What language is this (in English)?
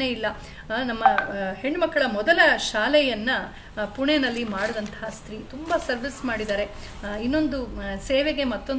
Kannada